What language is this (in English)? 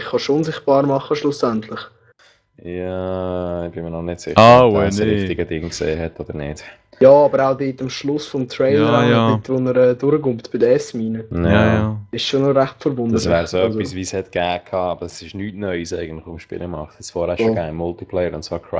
Swiss German